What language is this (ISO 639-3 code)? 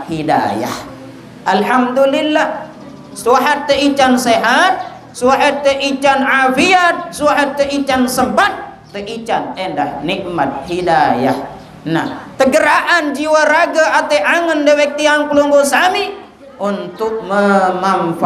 sas